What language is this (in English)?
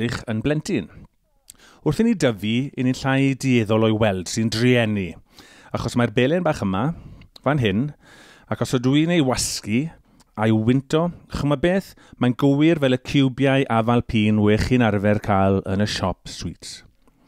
Welsh